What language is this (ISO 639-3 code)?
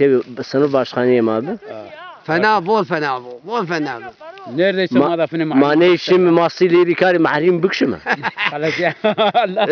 zza